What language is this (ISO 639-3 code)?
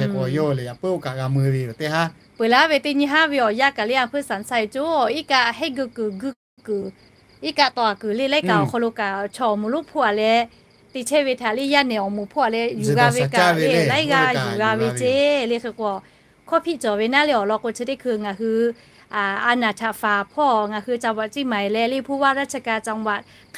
lhu